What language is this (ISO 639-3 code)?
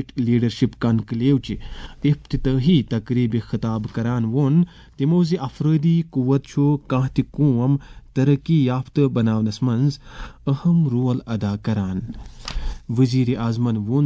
kas